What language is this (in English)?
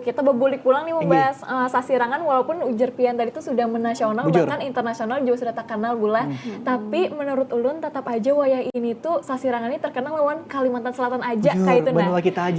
Banjar